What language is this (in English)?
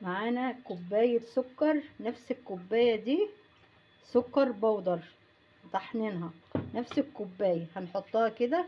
Egyptian Arabic